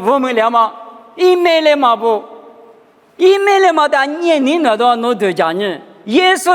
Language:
Lisu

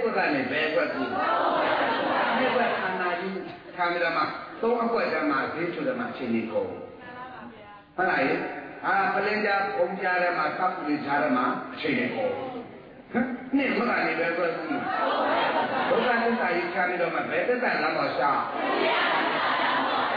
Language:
Burmese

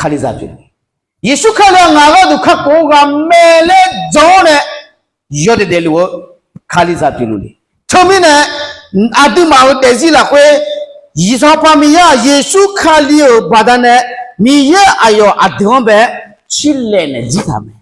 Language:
Akha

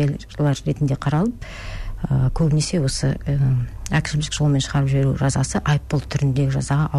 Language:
Kazakh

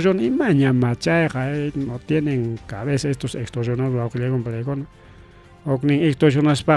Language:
Ayacucho Quechua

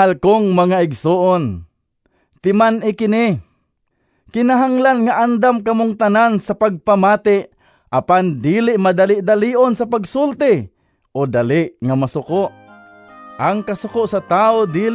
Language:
Cebuano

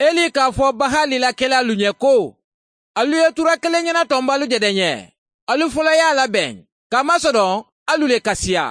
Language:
Bambara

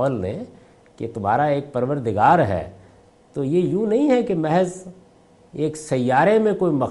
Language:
Urdu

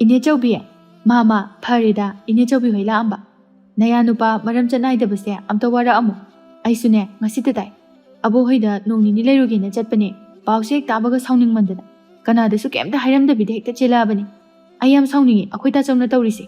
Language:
Manipuri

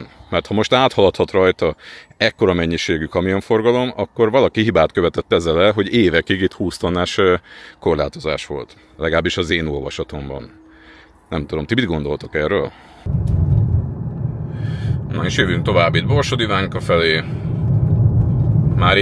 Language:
Hungarian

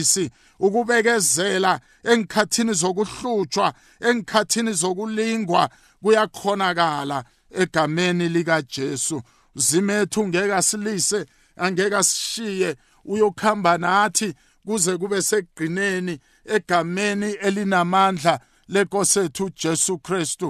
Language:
South Ndebele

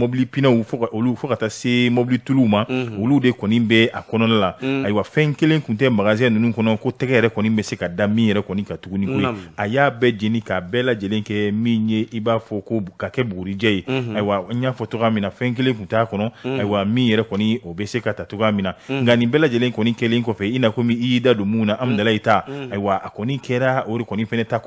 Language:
Bambara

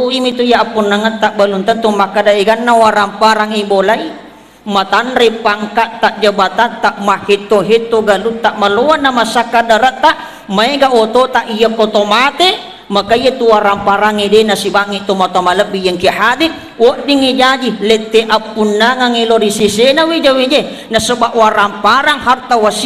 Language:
Buginese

